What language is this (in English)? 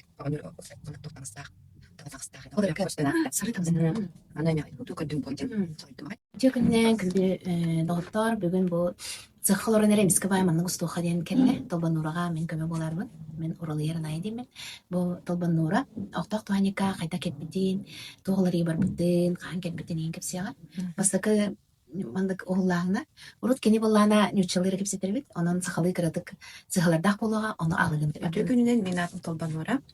Yakut